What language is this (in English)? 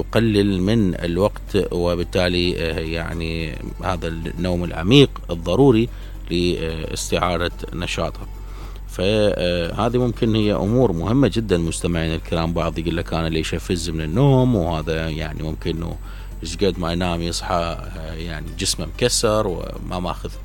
Mesopotamian Arabic